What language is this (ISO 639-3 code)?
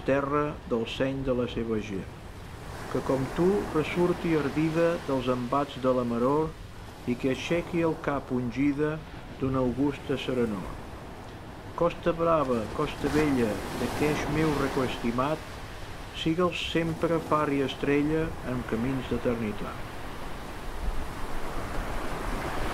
cat